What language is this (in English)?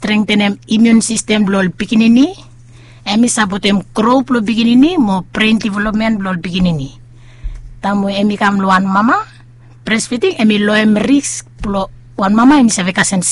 Bislama